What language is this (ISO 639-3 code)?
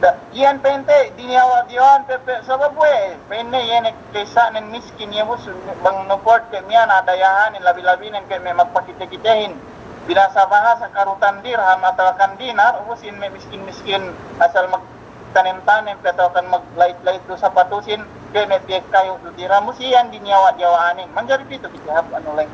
yka